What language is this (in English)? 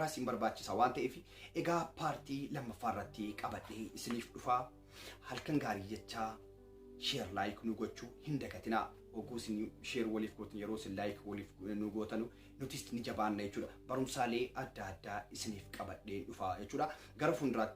Oromo